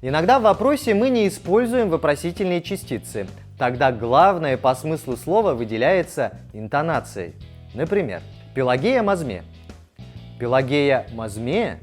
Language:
Udmurt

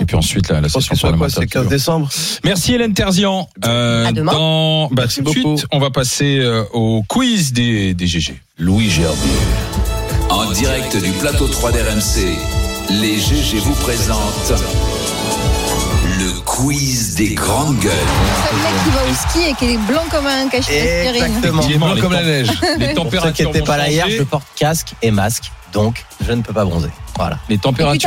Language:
French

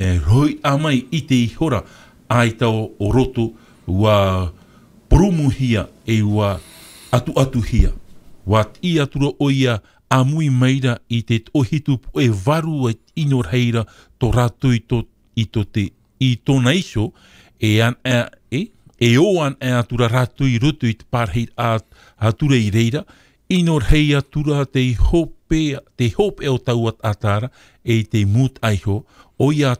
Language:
Tahitian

